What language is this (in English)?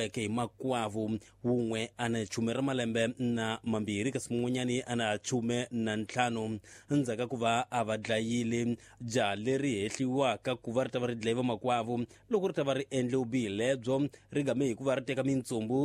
Tsonga